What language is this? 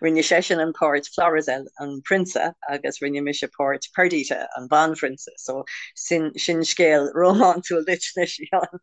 Irish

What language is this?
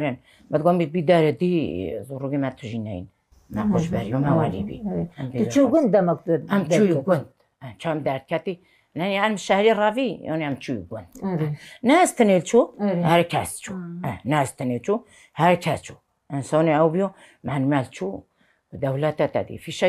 Kurdish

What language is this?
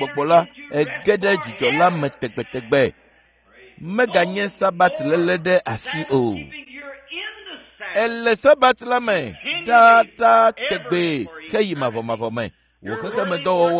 Ewe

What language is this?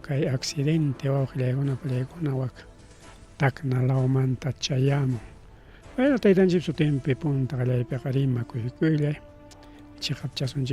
Ayacucho Quechua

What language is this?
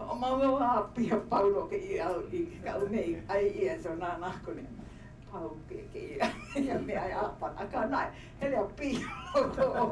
Hawaiian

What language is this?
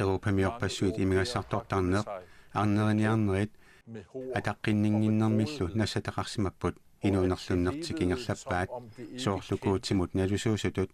Kalaallisut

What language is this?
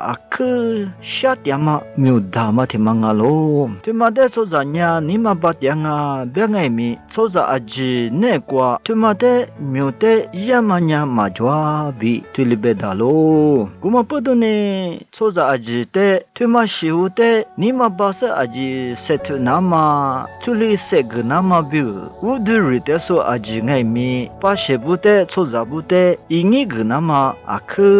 Lisu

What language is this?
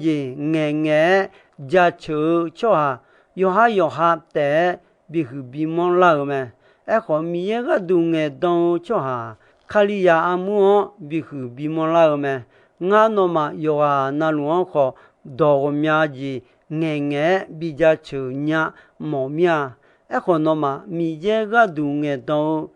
Akha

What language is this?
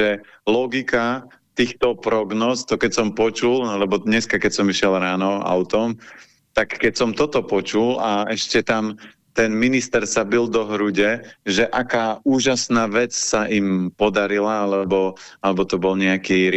Slovak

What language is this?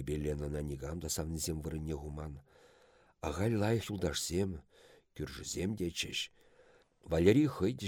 Chuvash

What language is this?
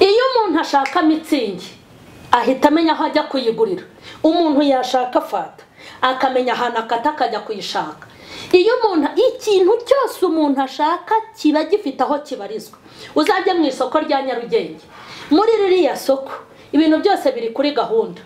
Kinyarwanda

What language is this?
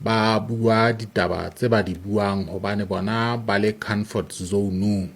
Southern Sotho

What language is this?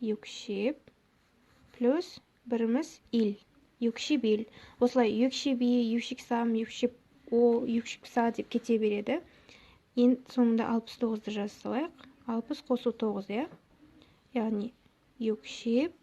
Kazakh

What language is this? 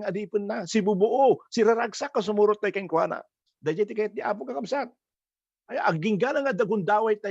Iloko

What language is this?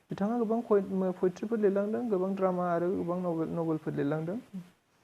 Bodo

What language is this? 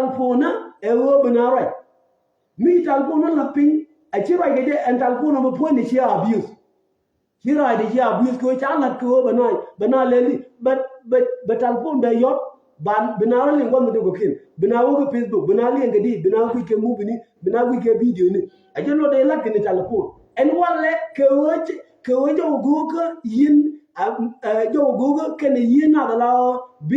Nuer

